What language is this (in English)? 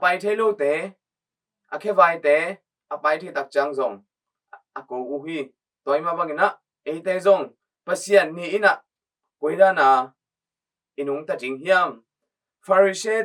Tedim Chin